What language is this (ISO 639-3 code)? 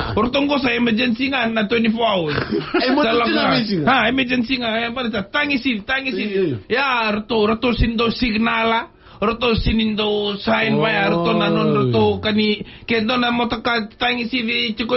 fij